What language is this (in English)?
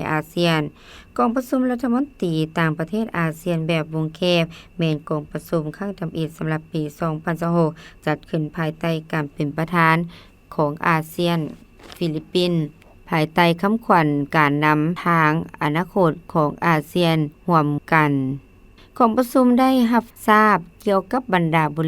Lao